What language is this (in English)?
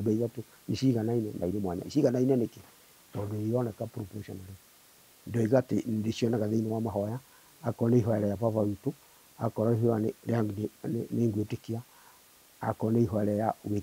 Kikuyu